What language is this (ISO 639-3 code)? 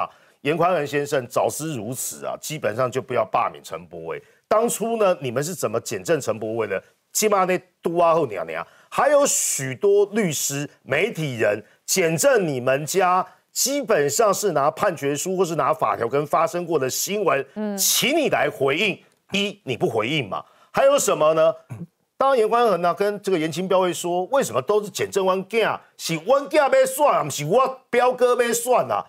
zho